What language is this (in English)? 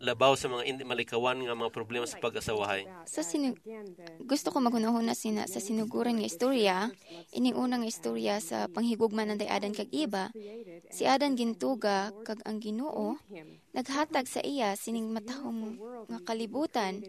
Hiligaynon